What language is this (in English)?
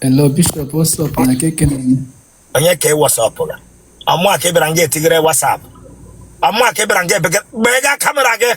Igbo